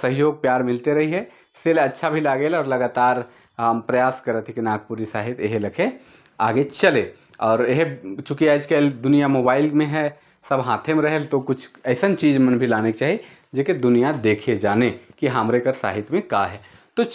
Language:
Sadri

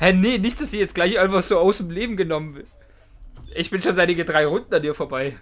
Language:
Swiss German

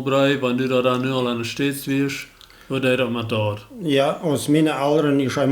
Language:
Plautdietsch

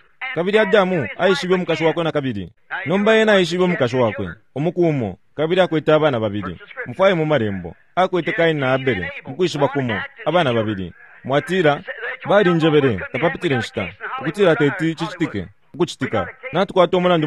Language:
Bemba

